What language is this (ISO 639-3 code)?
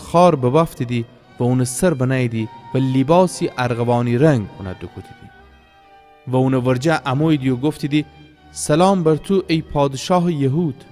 glk